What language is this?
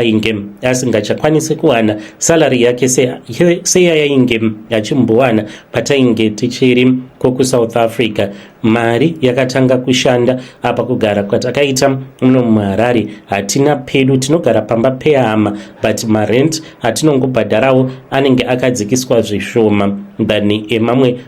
Shona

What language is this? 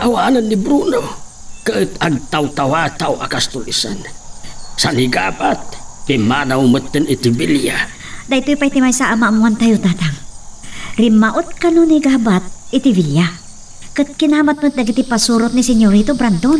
Iloko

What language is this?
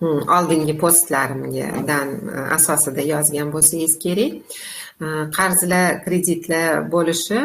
Uzbek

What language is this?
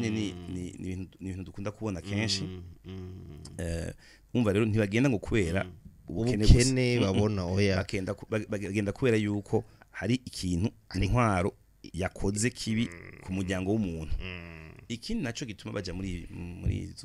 Rundi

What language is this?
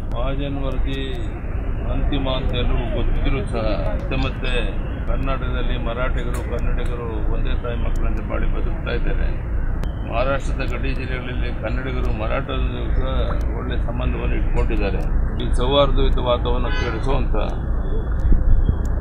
Kannada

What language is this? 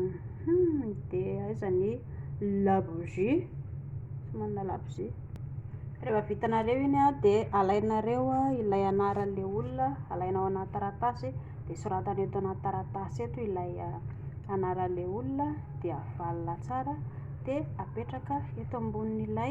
Malagasy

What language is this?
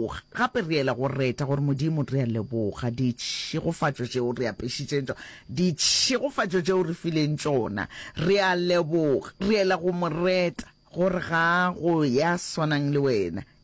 Northern Sotho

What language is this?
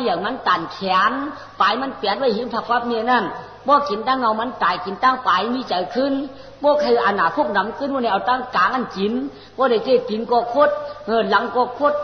Shan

